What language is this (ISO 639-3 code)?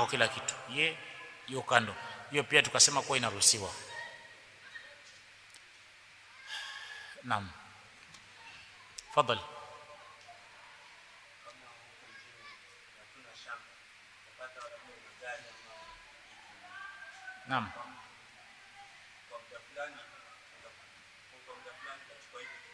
swa